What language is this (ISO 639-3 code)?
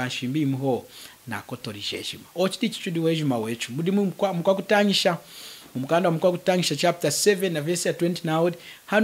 lun